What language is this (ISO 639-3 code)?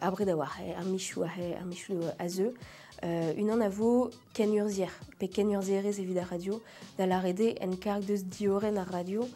bre